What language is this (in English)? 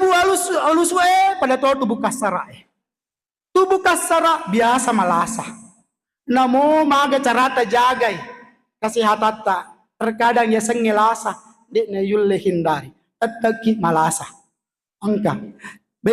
Buginese